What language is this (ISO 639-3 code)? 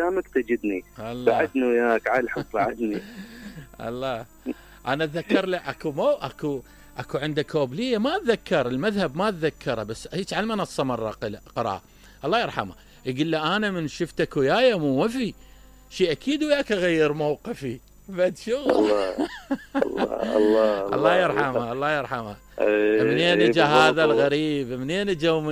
acm